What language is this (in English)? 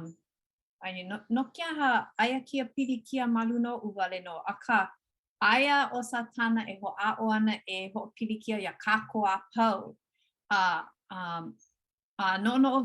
Hawaiian